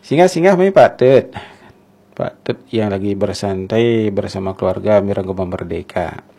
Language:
Balinese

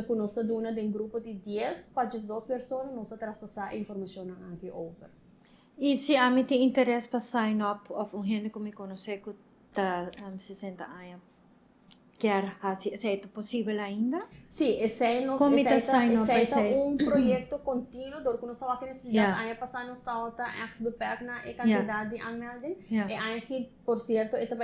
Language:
Papiamento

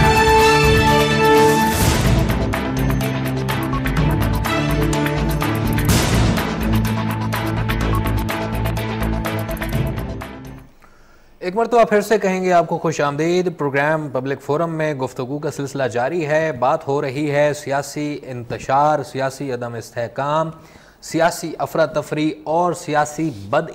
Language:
Urdu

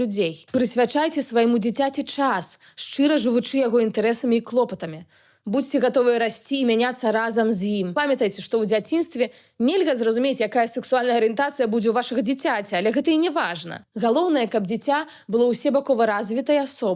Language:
Belarusian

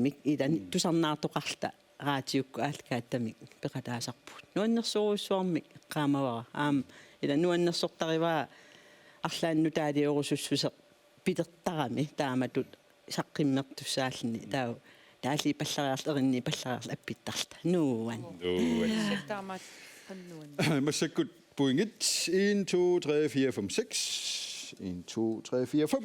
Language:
Kalaallisut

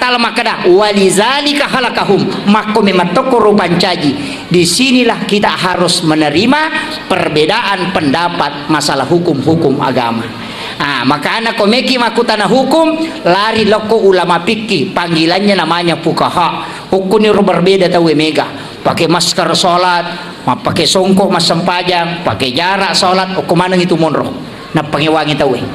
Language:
Buginese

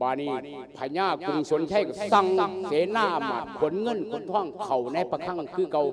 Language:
Lao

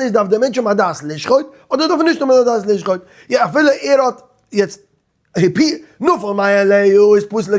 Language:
Yiddish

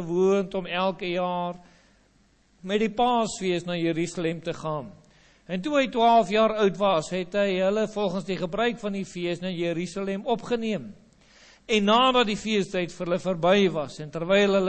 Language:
Afrikaans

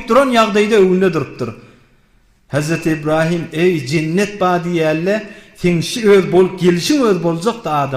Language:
Turkmen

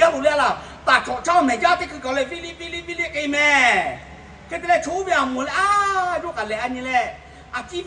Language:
Lahu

